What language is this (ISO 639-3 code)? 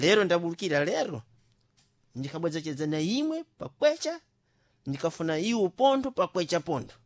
seh